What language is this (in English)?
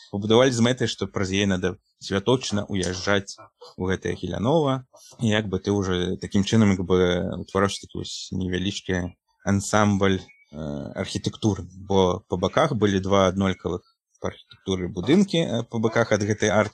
Belarusian